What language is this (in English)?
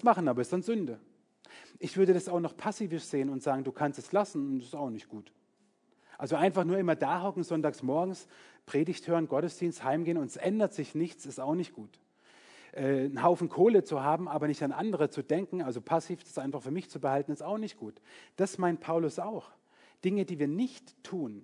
German